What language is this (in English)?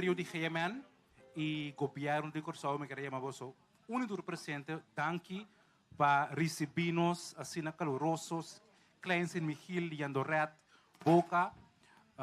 Papiamento